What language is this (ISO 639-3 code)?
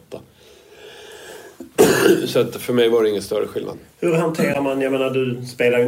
swe